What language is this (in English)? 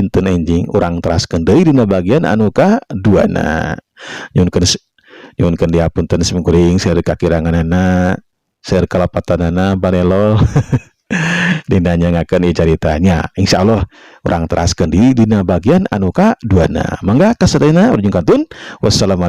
Sundanese